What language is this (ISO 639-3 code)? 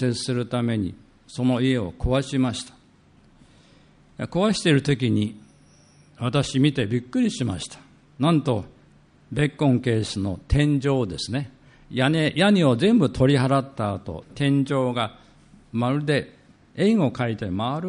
jpn